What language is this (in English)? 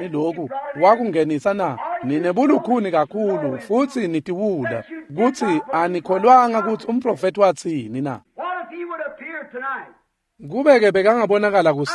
Swati